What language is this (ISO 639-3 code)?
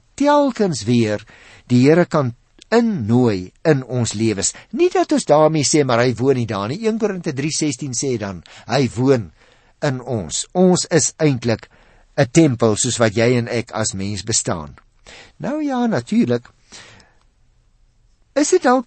afr